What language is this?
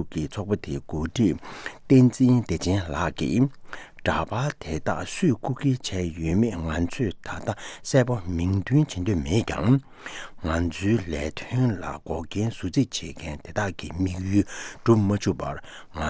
Tibetan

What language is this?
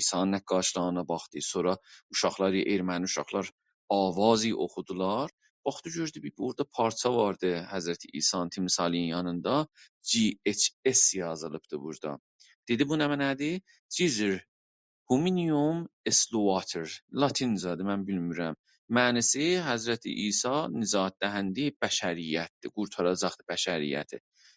South Azerbaijani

